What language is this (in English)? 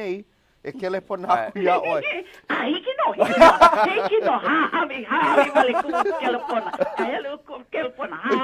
Hawaiian